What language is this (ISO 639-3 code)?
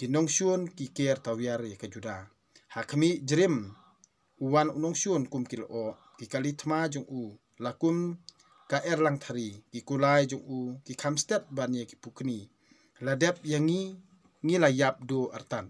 kha